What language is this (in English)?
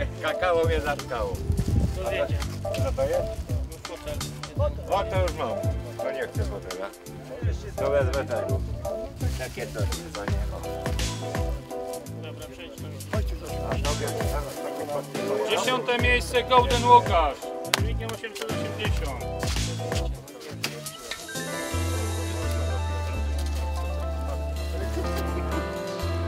Polish